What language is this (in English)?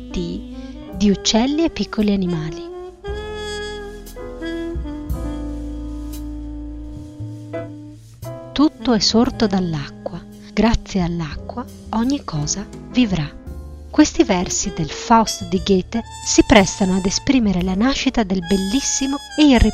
Italian